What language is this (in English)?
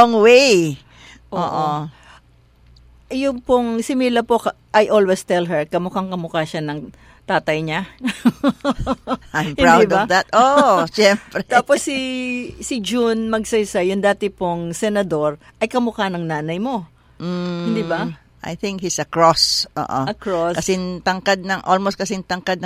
Filipino